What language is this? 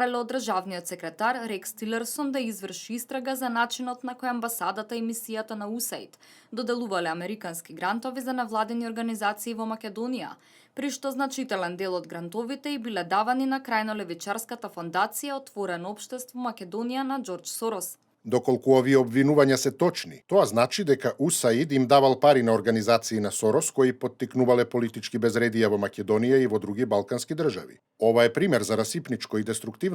Macedonian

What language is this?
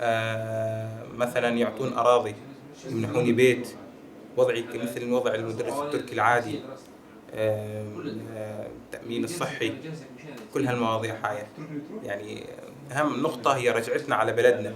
Kurdish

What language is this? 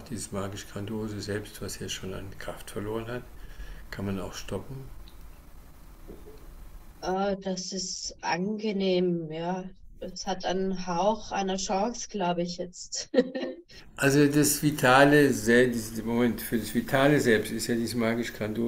German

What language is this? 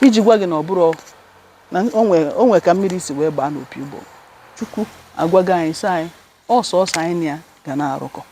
Igbo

